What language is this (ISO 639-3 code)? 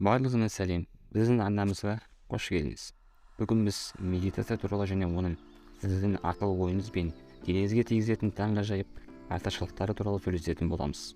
kaz